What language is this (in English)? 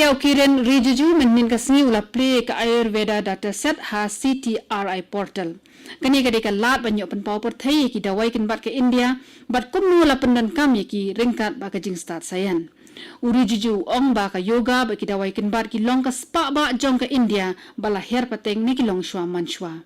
Khasi